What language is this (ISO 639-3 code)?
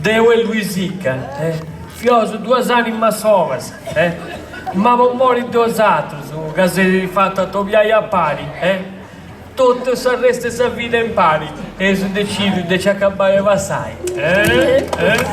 srd